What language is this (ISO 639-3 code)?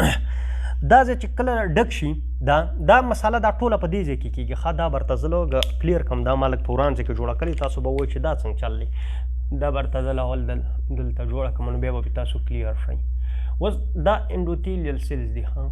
pus